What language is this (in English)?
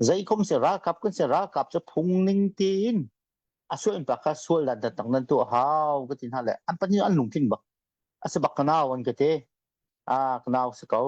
Hakha Chin